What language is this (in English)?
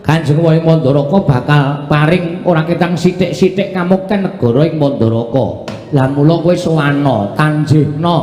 Javanese